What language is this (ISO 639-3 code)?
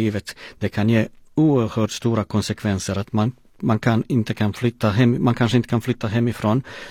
swe